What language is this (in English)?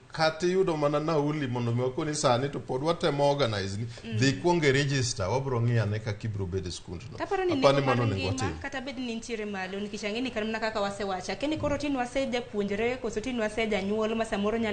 Luo (Kenya and Tanzania)